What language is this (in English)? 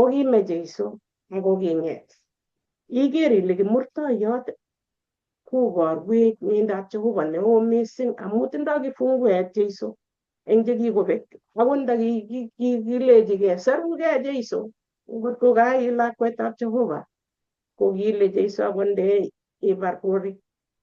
Kalenjin